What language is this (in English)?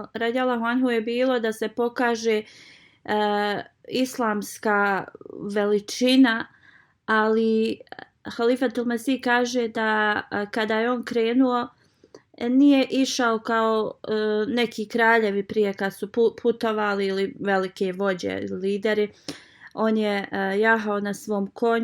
Bosnian